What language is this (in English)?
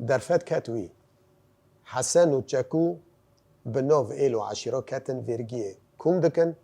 Kurdish